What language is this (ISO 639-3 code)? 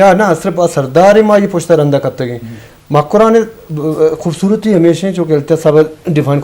bgp